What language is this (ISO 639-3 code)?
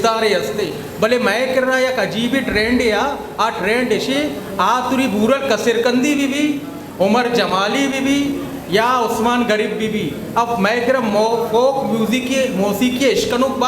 bgp